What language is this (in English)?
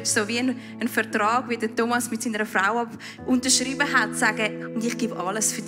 Swiss German